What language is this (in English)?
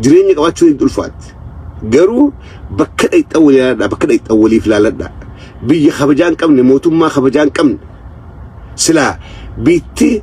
Oromo